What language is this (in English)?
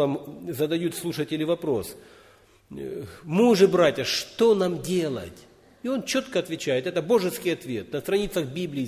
Russian